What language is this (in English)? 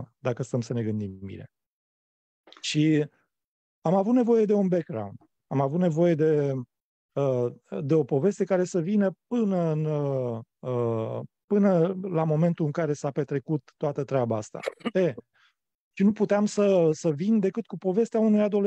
Romanian